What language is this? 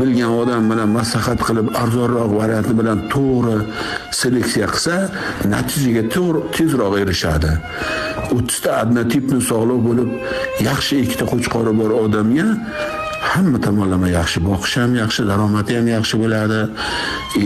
Uzbek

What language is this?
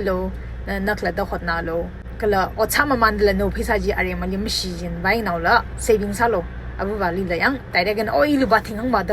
Tangkhul Naga (India)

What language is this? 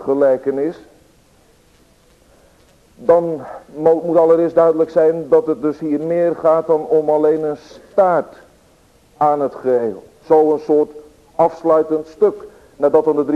Dutch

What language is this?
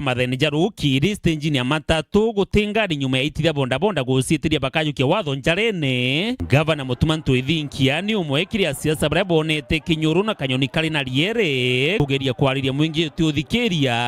Meru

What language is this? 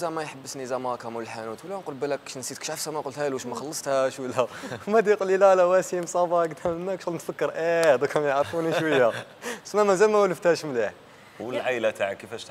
Algerian Arabic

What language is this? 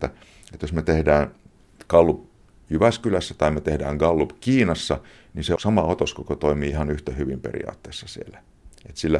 Finnish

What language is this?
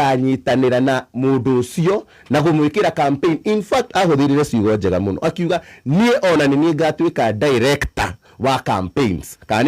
Kikuyu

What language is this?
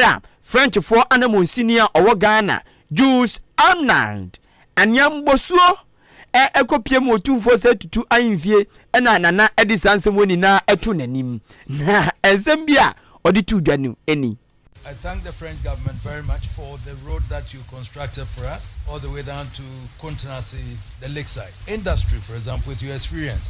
Akan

